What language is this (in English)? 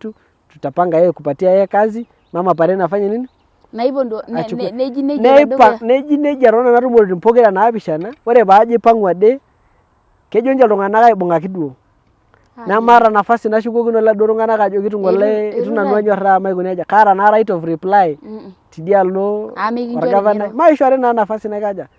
Masai